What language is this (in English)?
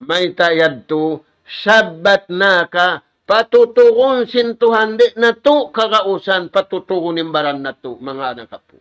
Tausug